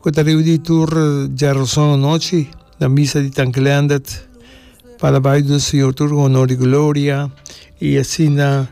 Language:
Papiamento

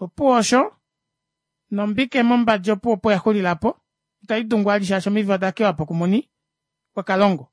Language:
Kuanyama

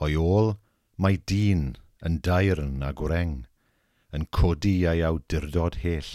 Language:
Welsh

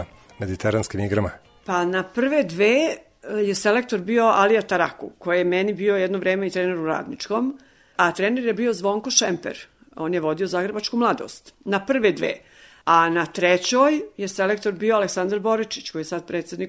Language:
Serbian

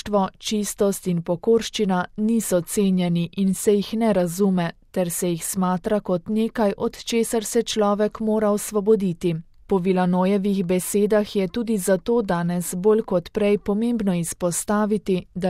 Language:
Slovenian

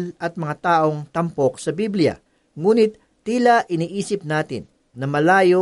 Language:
Filipino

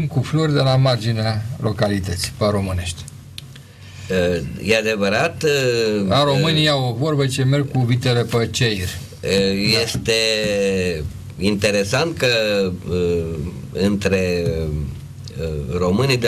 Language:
Romanian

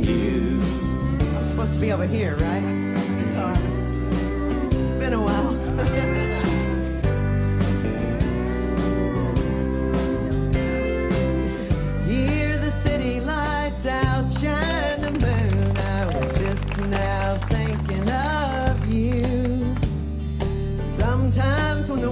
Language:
English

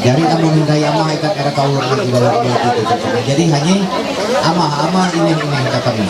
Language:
Ma'anyan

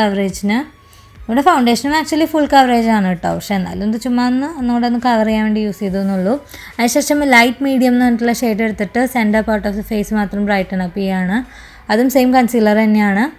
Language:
Malayalam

